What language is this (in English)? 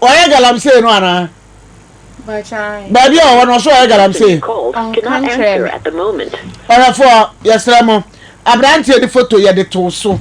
Akan